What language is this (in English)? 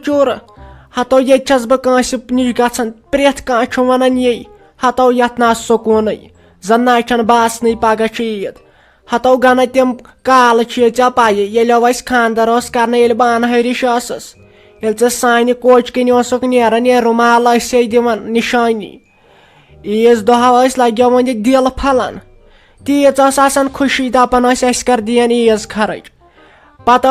Kashmiri